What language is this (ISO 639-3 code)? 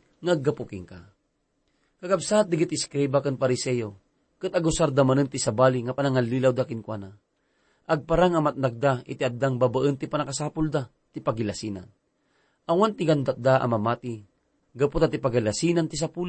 ilo